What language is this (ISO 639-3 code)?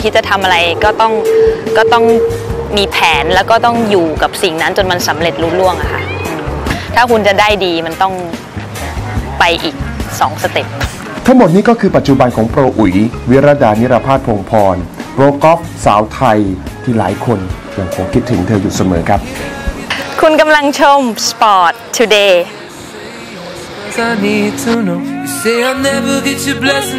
tha